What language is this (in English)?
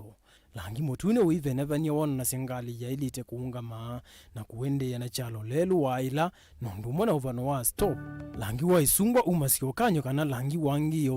Kamba